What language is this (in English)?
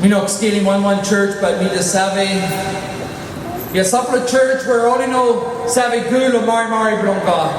Tok Pisin